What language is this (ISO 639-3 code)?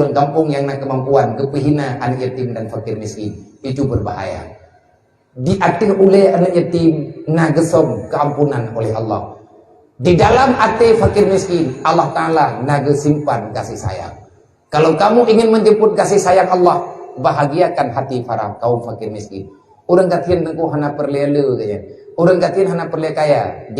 ace